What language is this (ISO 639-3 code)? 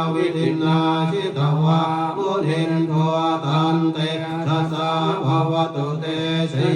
pli